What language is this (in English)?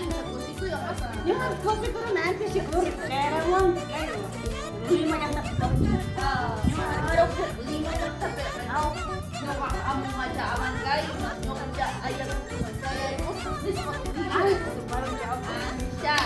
Ayacucho Quechua